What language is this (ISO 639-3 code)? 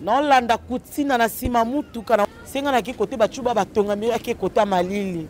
lin